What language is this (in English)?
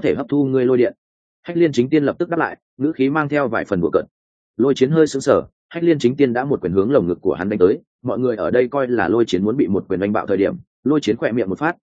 Vietnamese